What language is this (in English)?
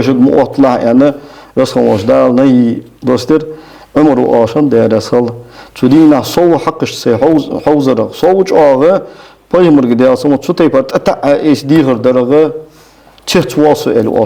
Ingush